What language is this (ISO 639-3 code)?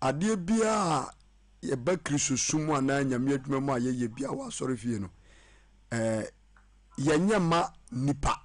aka